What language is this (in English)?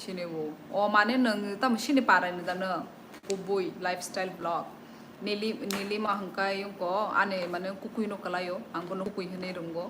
Kok Borok